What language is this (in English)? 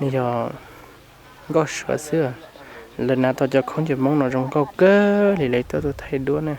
Hmong